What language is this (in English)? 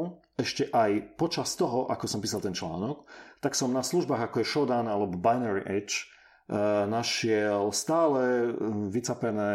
Slovak